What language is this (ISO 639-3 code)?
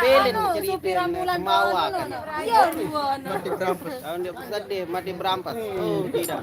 sas